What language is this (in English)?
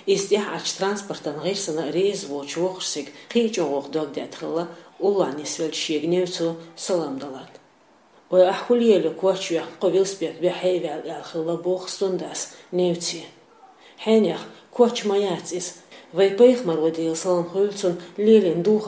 Chechen